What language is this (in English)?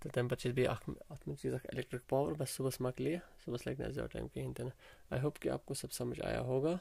Kashmiri